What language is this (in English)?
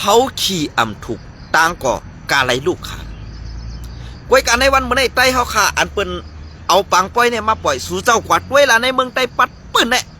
Shan